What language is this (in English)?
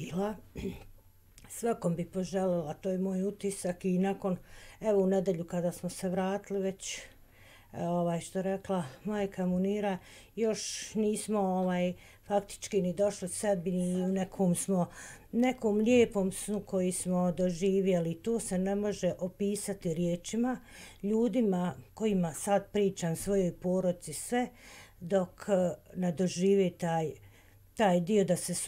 Bosnian